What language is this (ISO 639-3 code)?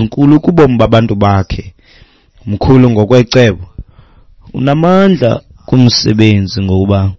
xho